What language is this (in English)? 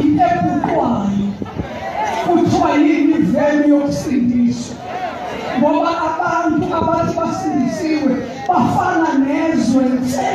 Zulu